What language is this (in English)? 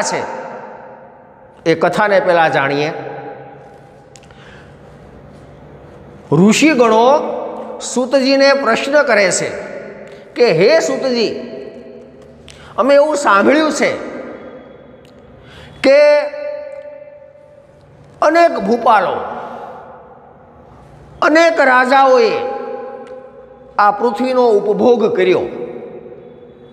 Gujarati